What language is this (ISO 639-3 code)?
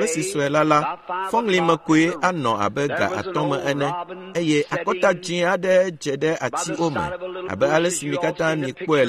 ewe